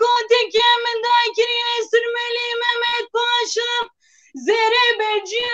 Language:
Kurdish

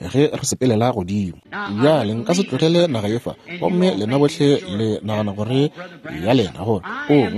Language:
Northern Sotho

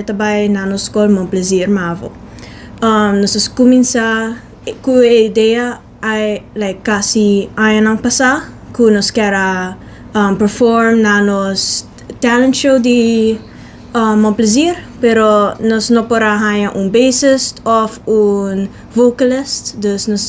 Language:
Papiamento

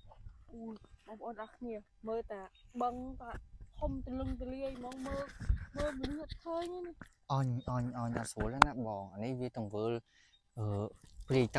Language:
Khmer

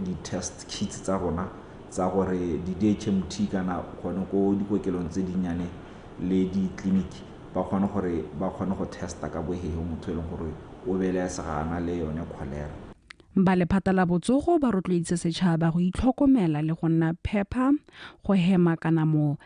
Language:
Tswana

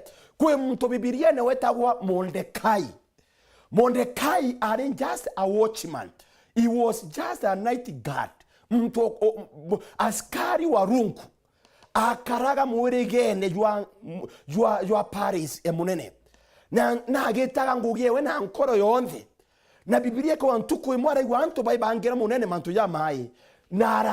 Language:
Meru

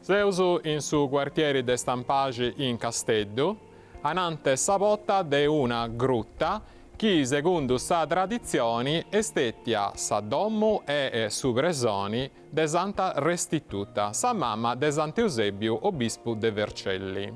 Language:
Sardinian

